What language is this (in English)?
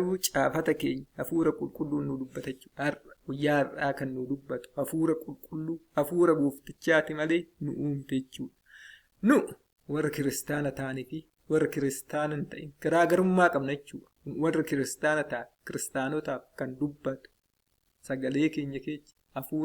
Oromo